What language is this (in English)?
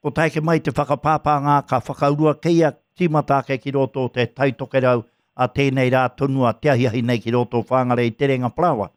Māori